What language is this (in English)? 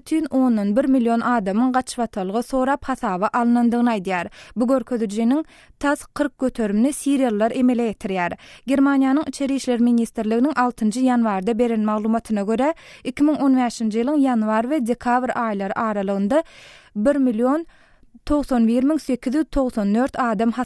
Turkmen